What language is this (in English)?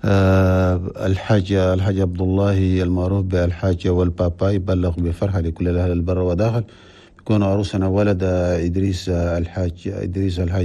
Chadian Arabic